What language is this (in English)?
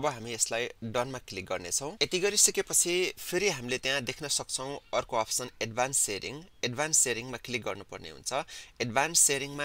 Nepali